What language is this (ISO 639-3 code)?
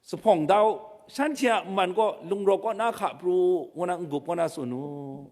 kac